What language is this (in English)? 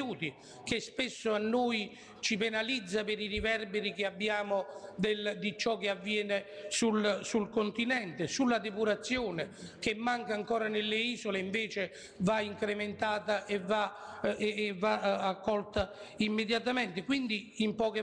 Italian